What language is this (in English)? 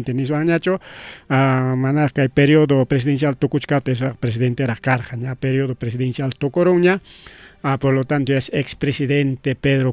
Ayacucho Quechua